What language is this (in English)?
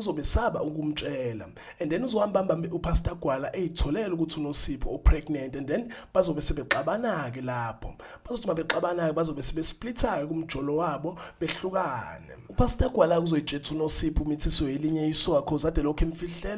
Zulu